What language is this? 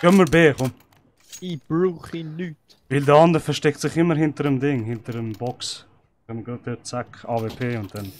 Swiss German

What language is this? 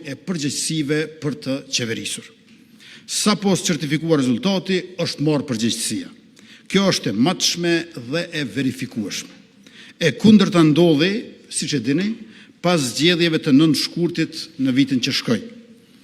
Albanian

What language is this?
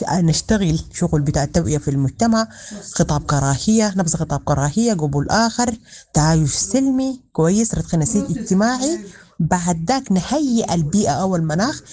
Sudanese Arabic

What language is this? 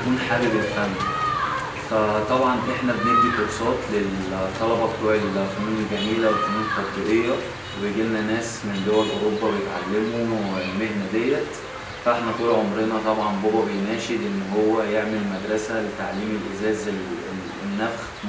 Egyptian Arabic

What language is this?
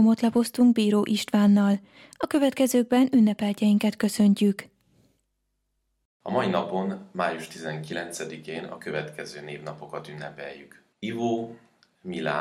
Hungarian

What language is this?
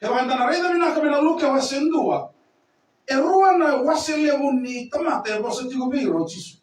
Fijian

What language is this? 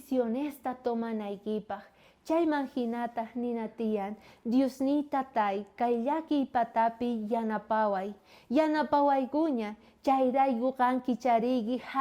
South Bolivian Quechua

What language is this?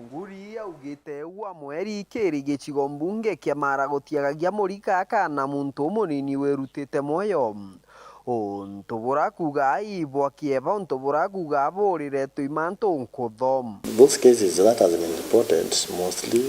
Meru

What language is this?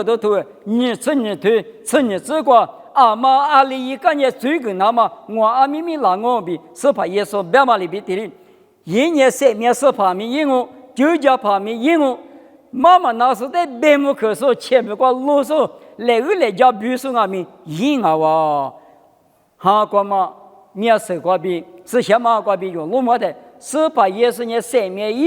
Lisu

